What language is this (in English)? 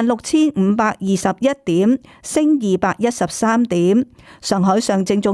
Cantonese